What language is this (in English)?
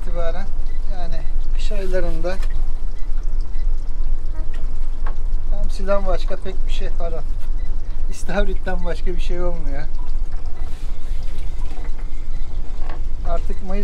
Turkish